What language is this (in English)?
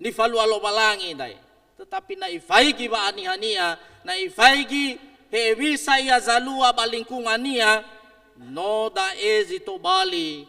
Nias